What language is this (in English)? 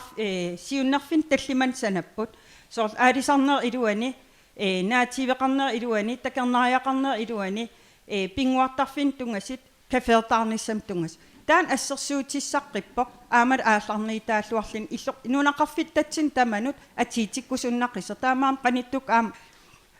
Kalaallisut